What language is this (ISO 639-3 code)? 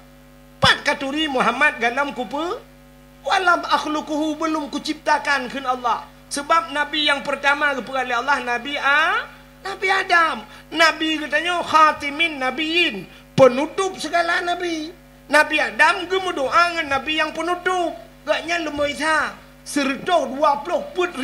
ace